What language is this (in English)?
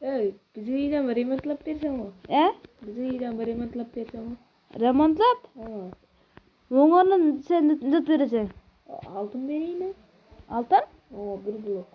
Kara-Kalpak